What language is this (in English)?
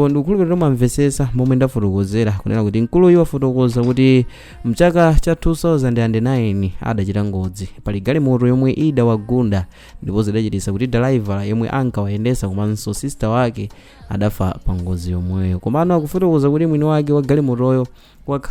Nyanja